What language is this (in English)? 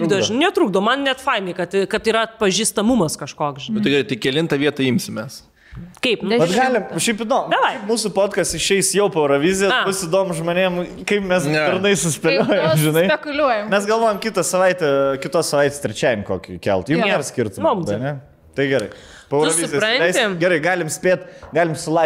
Lithuanian